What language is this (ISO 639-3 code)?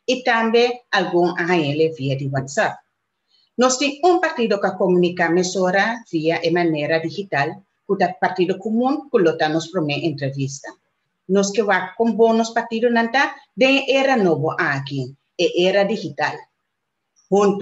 pap